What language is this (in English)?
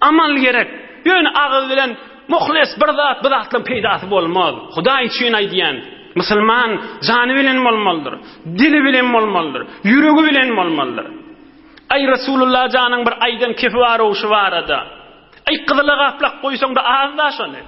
Turkmen